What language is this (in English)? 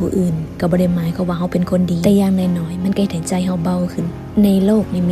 Lao